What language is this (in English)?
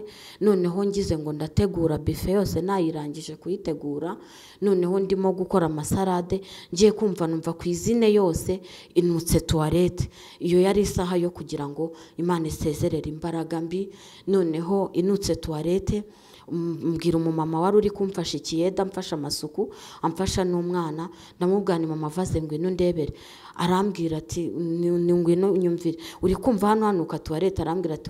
Kinyarwanda